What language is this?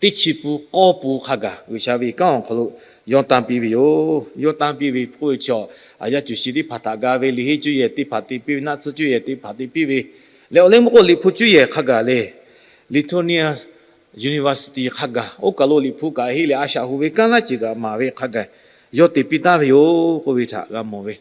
Lahu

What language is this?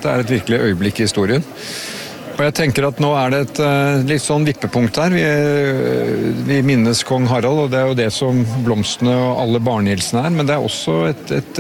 Norwegian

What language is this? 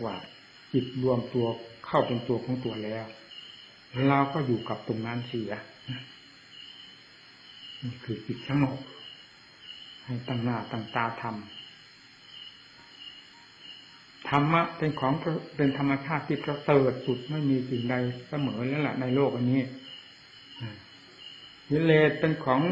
Thai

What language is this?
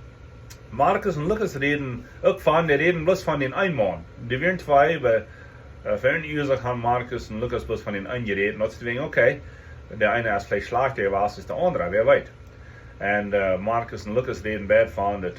Plautdietsch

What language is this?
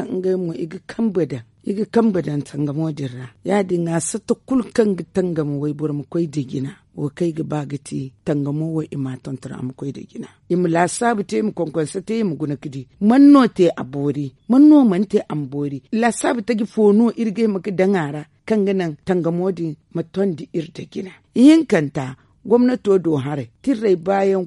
Zarma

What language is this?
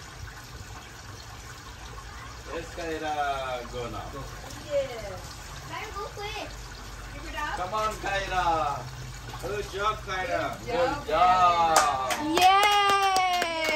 English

